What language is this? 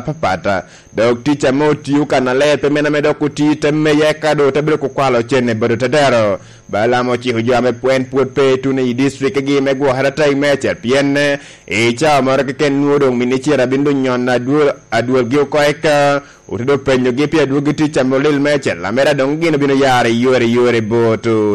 Lango (Uganda)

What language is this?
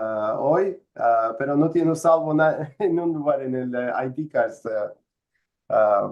Ladino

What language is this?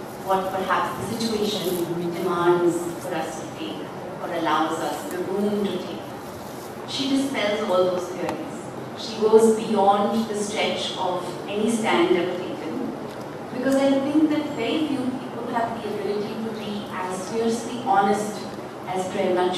English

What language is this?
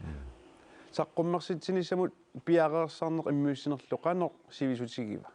Kalaallisut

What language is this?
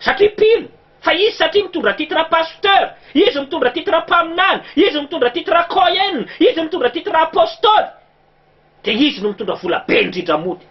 Malagasy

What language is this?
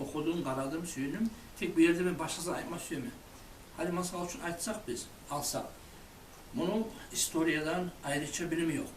Kumyk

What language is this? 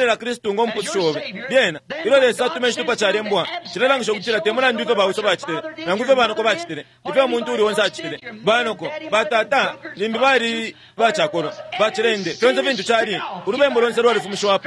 Bemba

